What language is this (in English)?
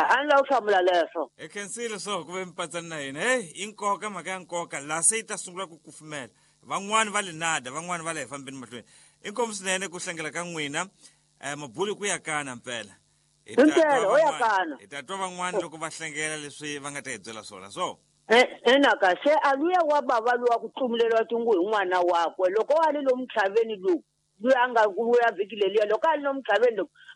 Tsonga